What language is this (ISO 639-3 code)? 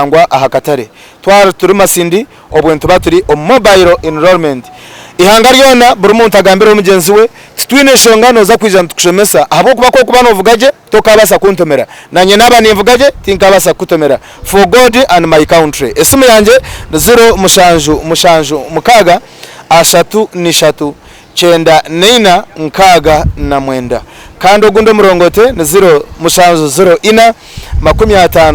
nyn